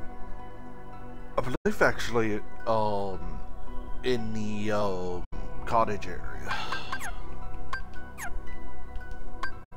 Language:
English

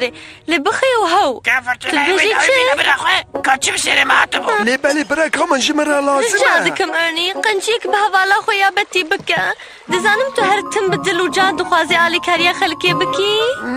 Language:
Kurdish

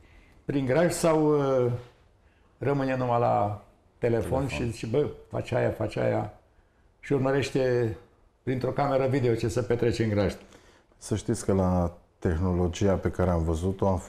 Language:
Romanian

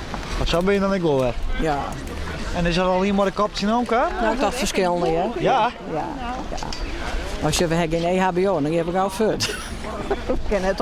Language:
Western Frisian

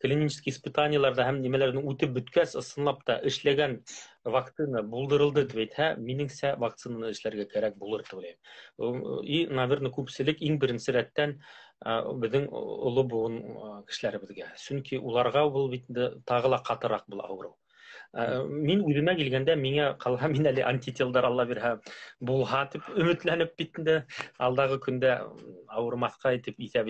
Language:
Bashkir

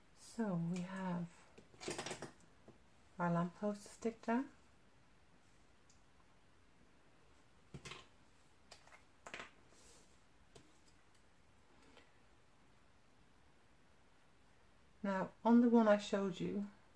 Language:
English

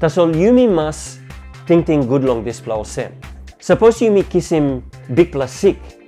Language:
Tok Pisin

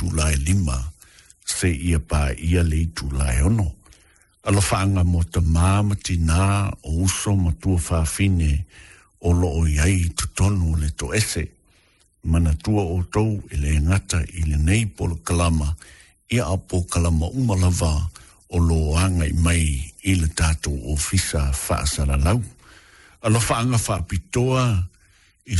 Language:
Samoan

